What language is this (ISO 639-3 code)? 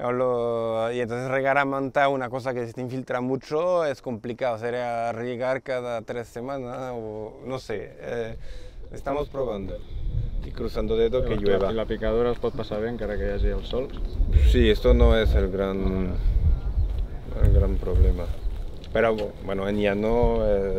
spa